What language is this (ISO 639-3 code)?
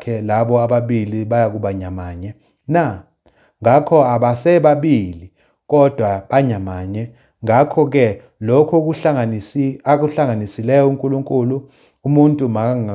zul